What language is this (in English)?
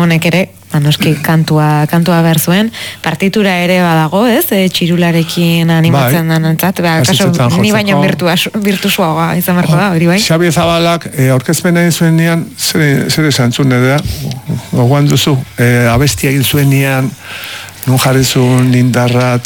Basque